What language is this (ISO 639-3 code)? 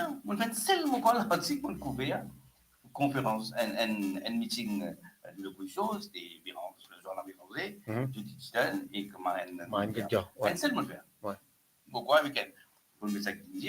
mfe